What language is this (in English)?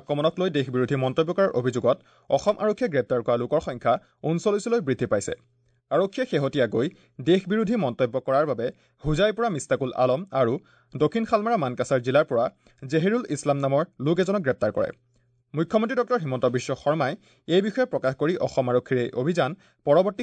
Assamese